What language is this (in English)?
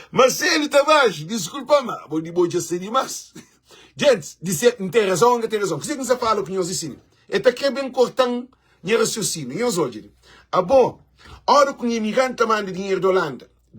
Kabuverdianu